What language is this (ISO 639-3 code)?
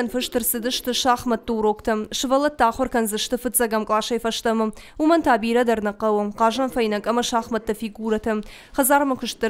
oss